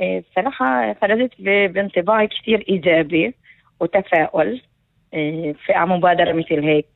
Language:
North Levantine Arabic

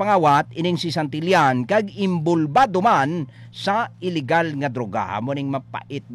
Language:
Hiligaynon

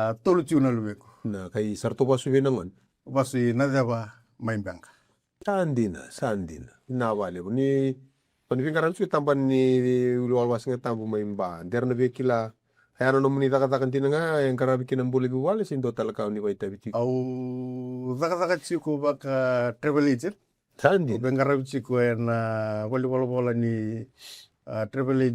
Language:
Fijian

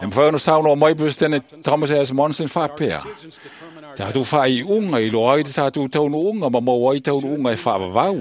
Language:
Samoan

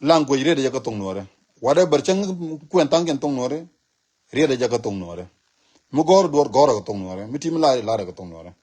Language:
Nuer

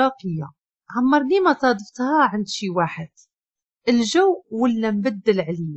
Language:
Moroccan Arabic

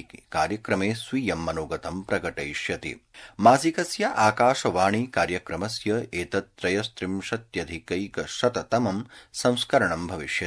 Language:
Sanskrit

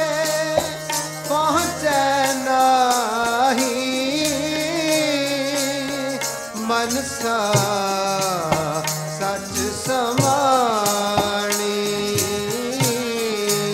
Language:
Punjabi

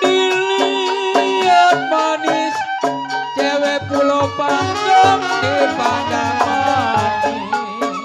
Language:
Betawi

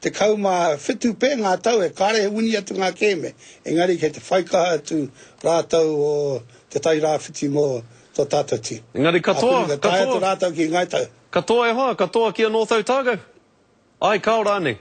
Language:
Māori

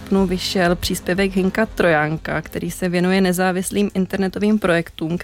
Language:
Czech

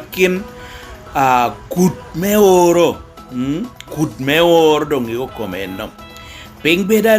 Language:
Lango (Uganda)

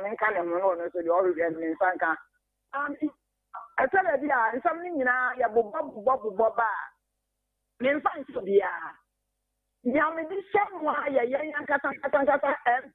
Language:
Akan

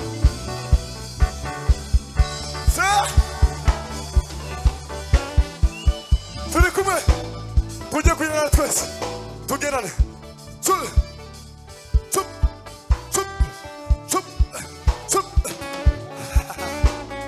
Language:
Kinyarwanda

